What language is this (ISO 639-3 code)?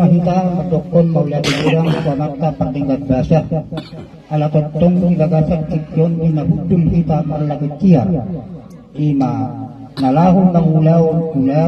bbc